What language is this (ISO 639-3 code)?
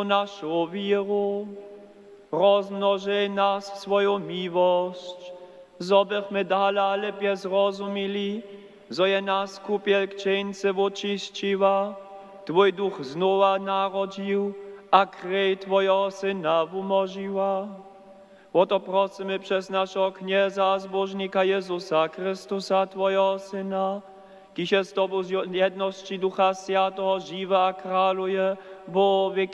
hsb